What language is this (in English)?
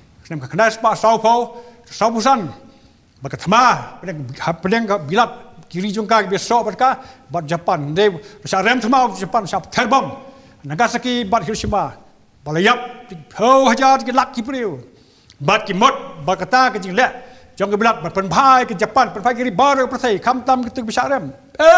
Khasi